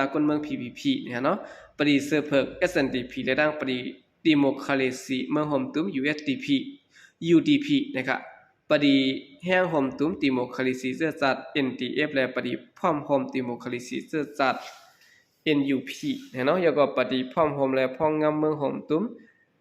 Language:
Shan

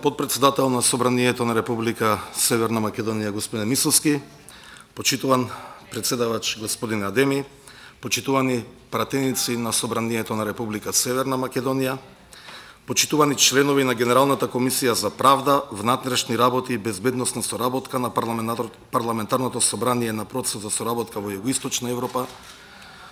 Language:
Macedonian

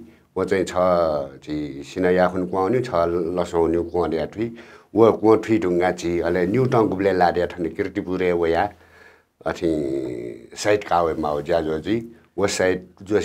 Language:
Newari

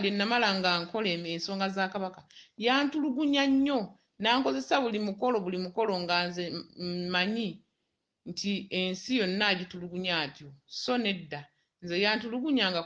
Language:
Ganda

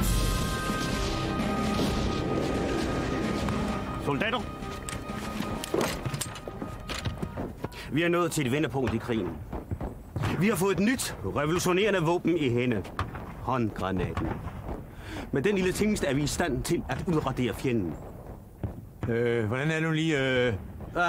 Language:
Danish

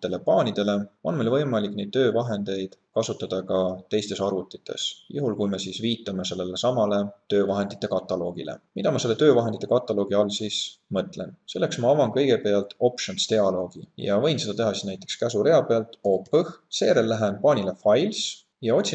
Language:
Estonian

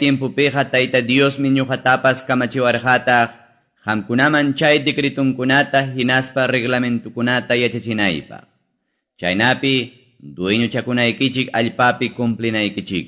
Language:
Quechua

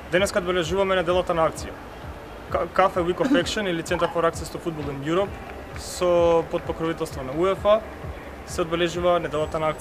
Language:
Macedonian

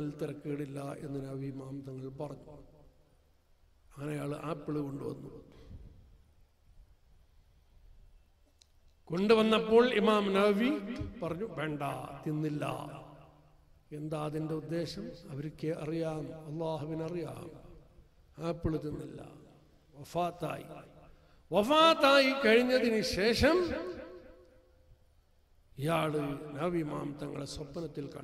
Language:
Malayalam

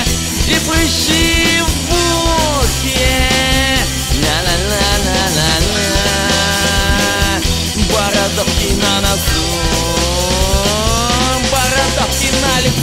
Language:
Russian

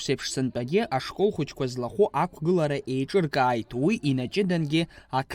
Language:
Abkhazian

